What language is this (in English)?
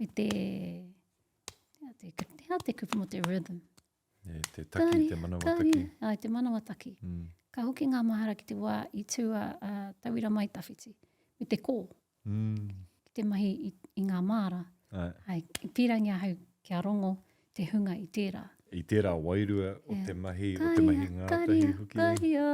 Māori